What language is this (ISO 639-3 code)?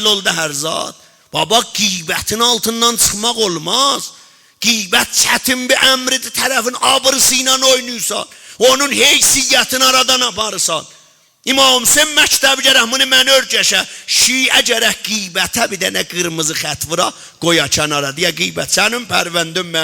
azb